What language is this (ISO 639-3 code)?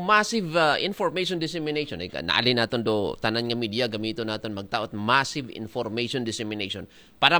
akl